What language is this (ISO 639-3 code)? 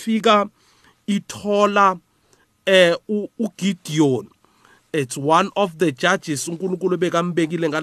nbl